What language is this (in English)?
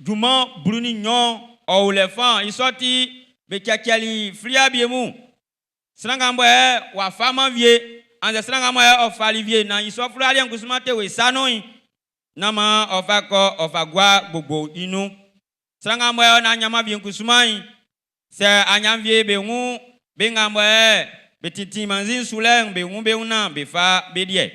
Baoulé